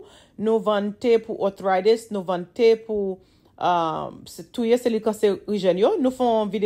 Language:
Haitian Creole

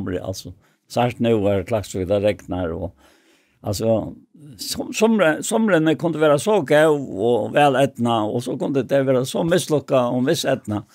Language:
Faroese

